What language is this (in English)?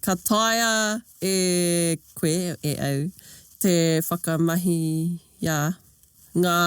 Māori